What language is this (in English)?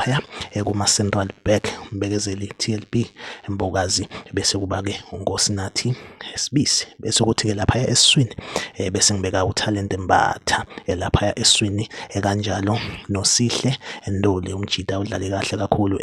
Zulu